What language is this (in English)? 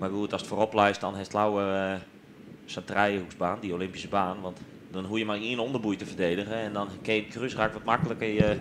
Western Frisian